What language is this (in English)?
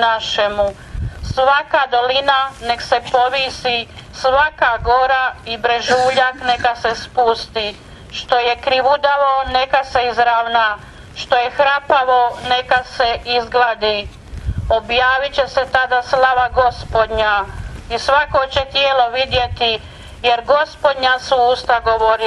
Croatian